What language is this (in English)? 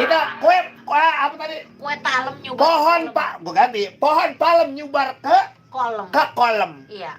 Betawi